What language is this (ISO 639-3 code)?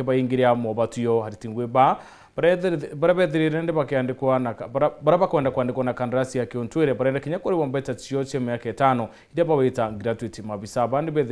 mer